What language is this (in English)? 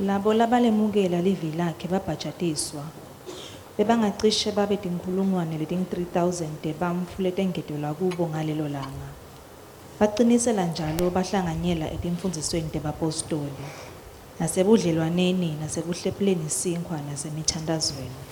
Swati